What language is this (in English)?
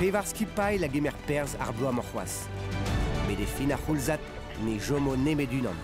Breton